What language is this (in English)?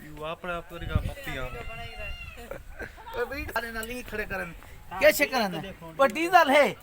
Saraiki